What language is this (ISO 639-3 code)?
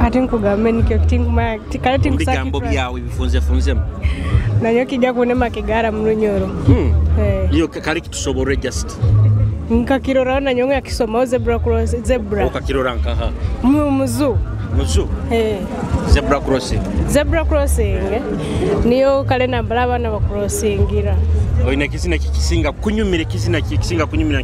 nyo